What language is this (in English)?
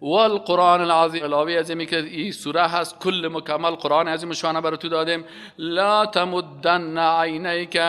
Persian